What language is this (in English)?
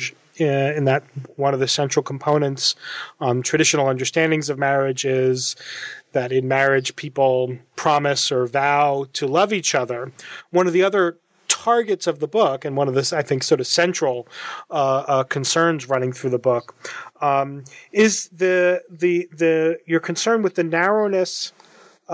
English